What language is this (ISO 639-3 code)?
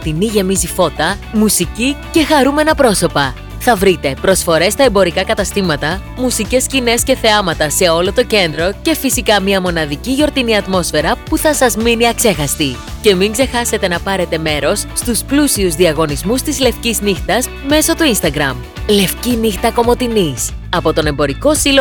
ell